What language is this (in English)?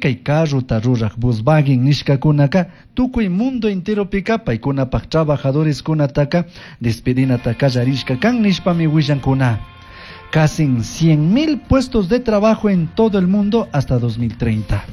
Chimborazo Highland Quichua